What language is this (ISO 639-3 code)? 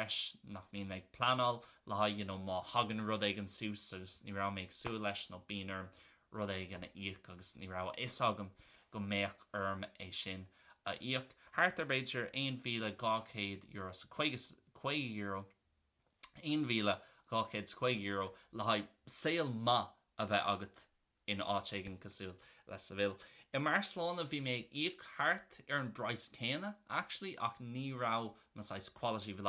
gle